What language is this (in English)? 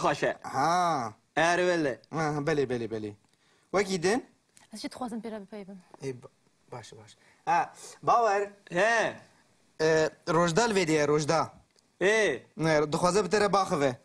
Kurdish